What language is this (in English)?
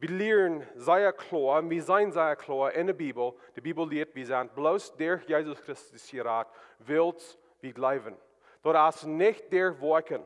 Plautdietsch